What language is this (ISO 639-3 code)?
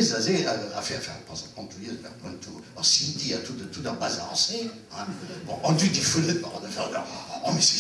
bre